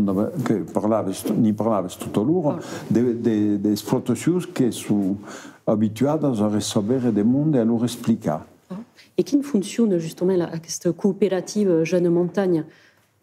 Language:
Occitan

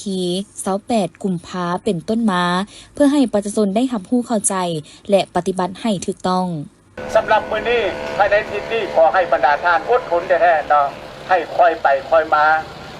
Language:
Lao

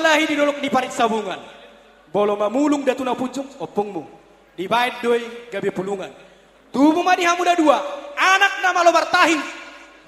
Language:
Batak Toba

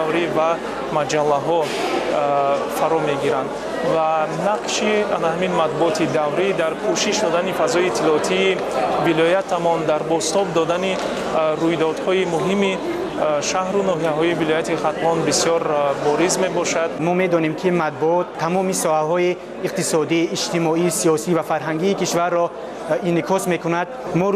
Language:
Tajik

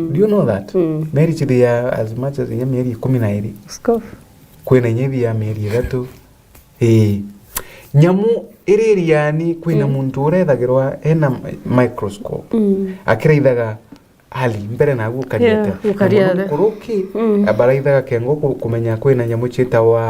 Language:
Meru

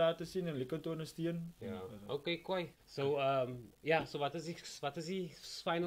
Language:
Afrikaans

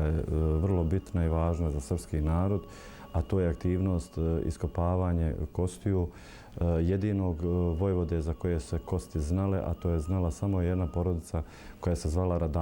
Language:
Bosnian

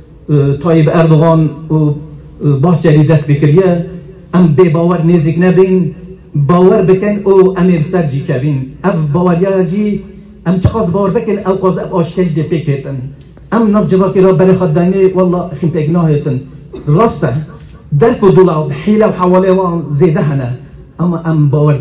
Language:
Kurdish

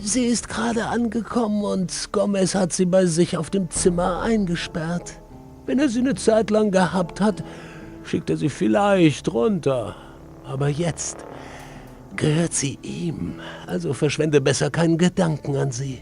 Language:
Bavarian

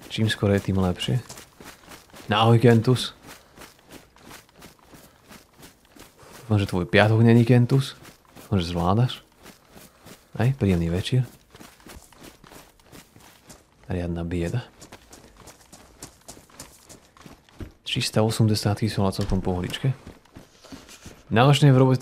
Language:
Slovak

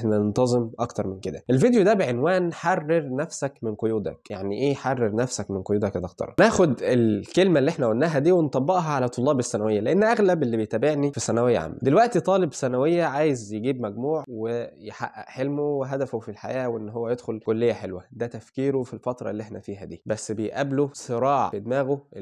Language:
Egyptian Arabic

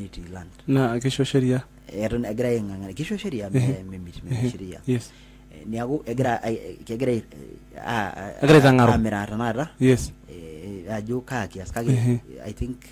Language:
Masai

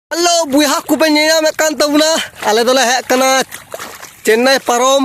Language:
Santali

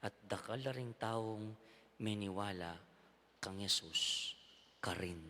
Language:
Pampanga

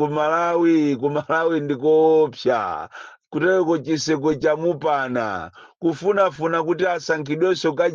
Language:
Nyanja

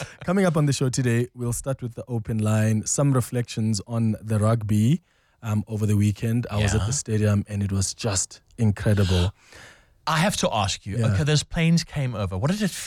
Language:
English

